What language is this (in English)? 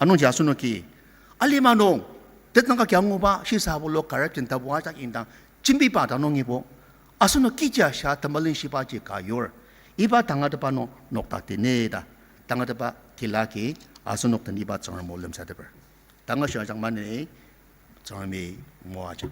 Ao Naga